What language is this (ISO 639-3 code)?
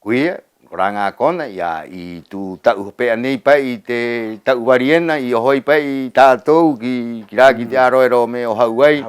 rap